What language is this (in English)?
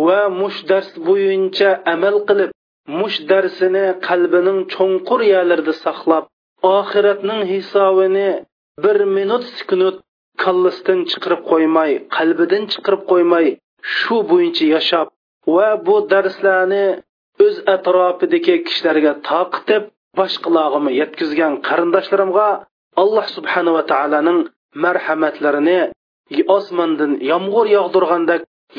Uyghur